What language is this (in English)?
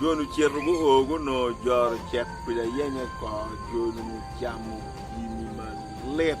Acoli